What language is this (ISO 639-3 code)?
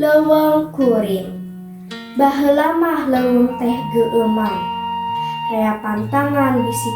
sun